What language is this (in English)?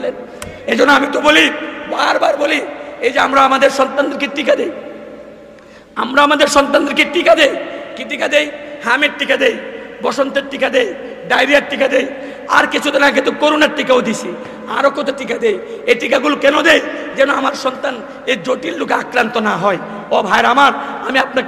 Bangla